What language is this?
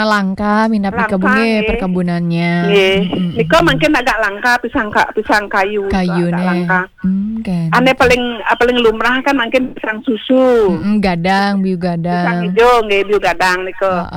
Balinese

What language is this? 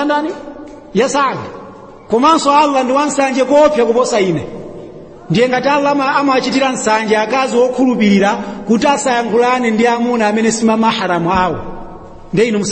Nyanja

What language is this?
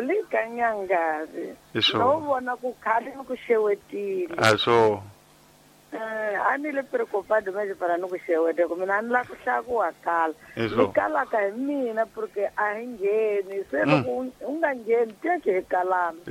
Tsonga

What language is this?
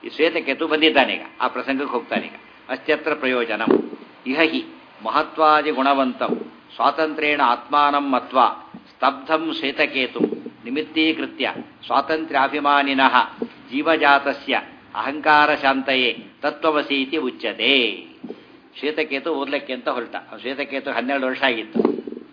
Kannada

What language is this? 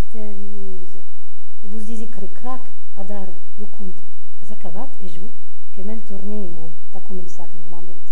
Occitan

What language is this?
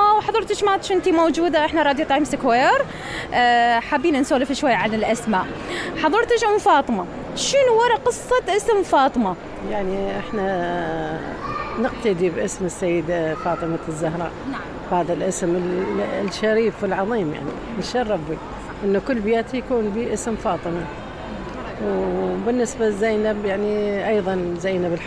Mesopotamian Arabic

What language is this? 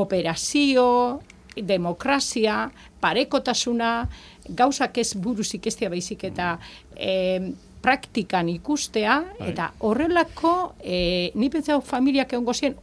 Basque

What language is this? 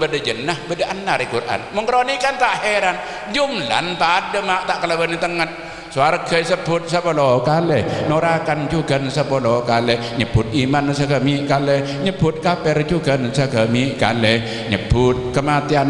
Madurese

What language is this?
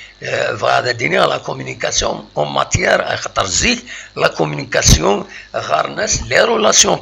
Kabyle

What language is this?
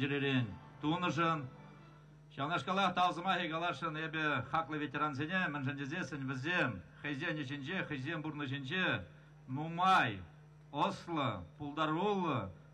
Chuvash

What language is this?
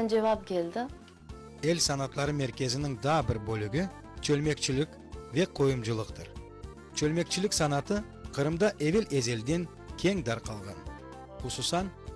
Crimean Tatar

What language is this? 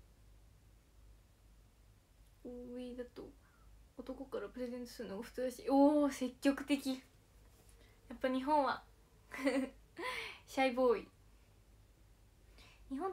Japanese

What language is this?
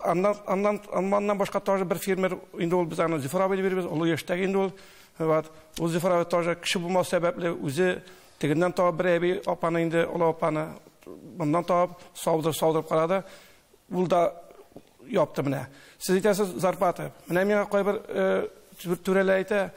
Tatar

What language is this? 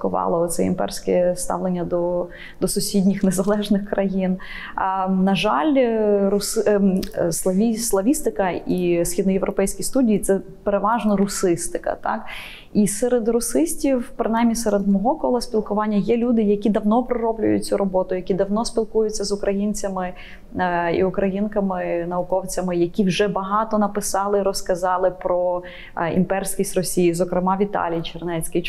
Ukrainian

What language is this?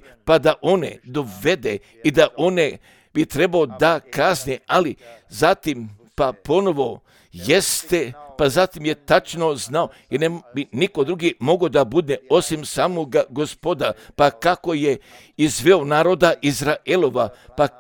Serbian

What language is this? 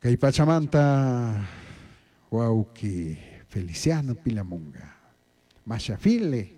Chimborazo Highland Quichua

